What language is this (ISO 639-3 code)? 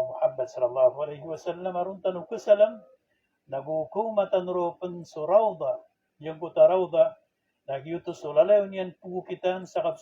mrw